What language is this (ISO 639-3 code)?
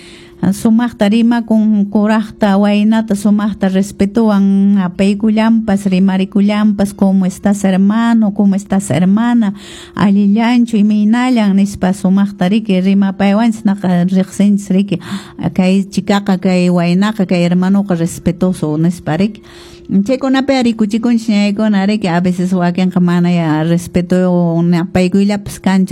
que